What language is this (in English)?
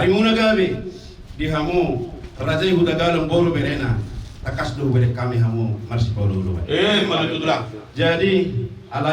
Batak Toba